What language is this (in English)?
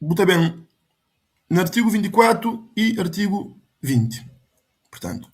Kabuverdianu